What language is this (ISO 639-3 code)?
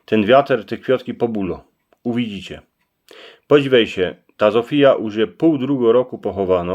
szl